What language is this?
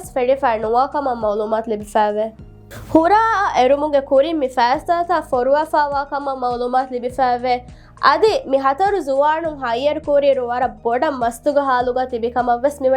Divehi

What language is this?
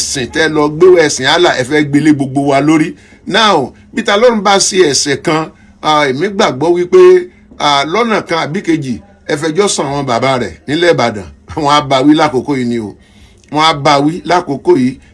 Yoruba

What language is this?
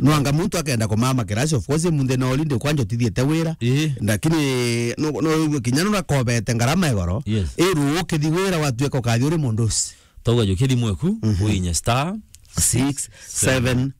Meru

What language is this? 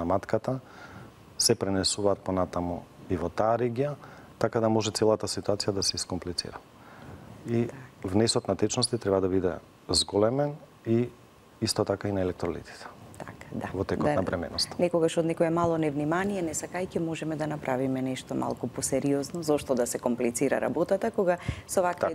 Macedonian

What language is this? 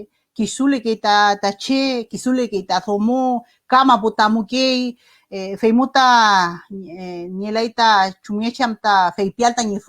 Mapuche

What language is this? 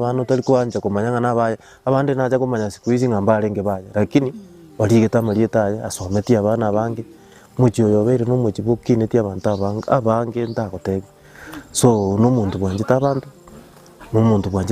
Gusii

